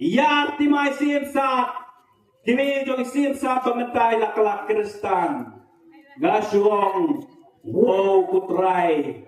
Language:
Khasi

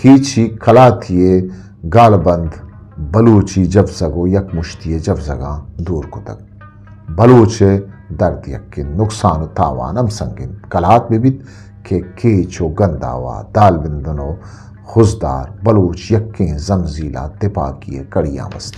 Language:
Eastern Balochi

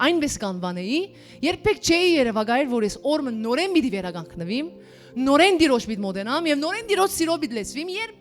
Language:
Western Armenian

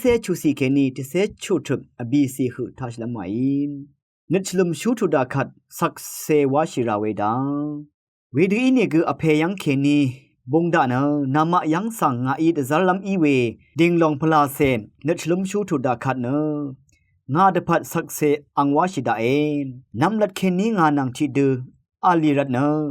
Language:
Rawang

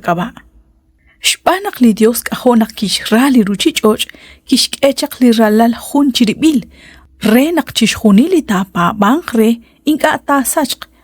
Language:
Kekchí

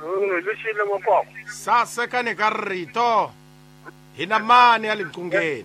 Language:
Tsonga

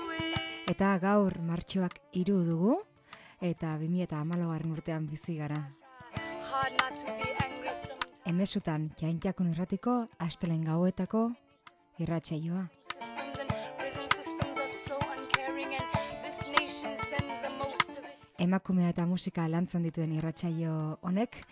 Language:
Basque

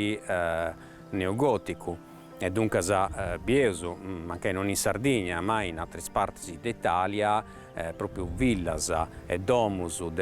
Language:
Sardinian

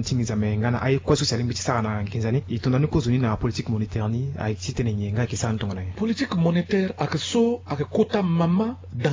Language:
Sango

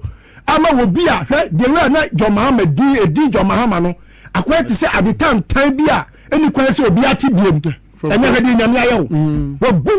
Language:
Akan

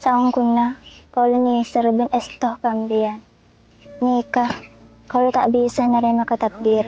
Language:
Madurese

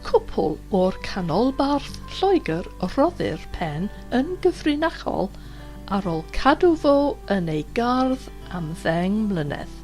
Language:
Welsh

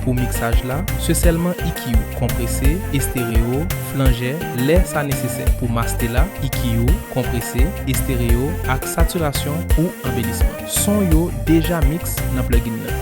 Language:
Haitian Creole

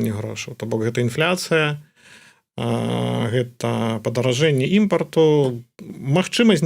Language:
Belarusian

